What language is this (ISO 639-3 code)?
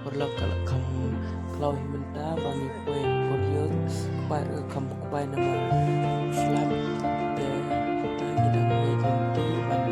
kha